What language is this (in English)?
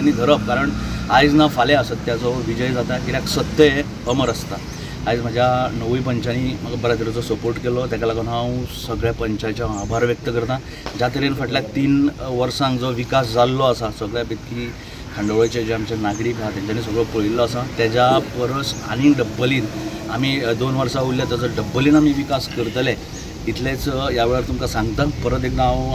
Konkani